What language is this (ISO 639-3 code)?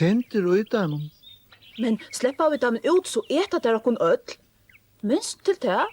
fao